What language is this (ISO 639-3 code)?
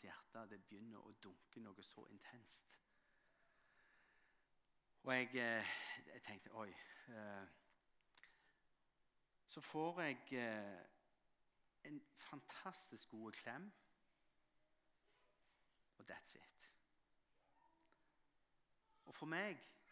nor